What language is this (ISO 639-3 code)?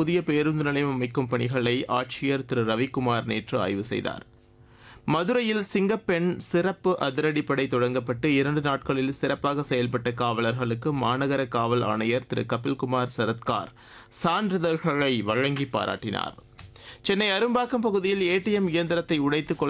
tam